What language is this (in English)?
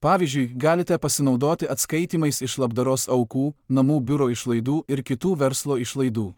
Lithuanian